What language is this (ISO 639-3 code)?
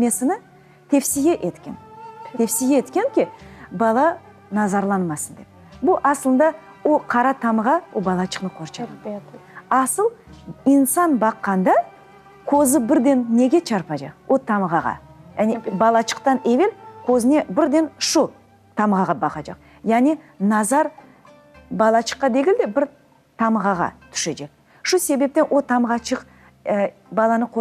crh